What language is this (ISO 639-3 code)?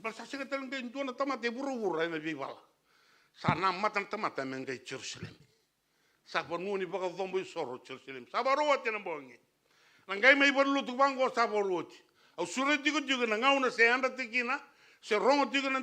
fij